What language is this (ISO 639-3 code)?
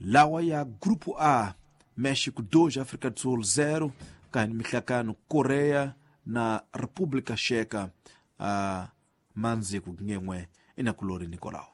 tso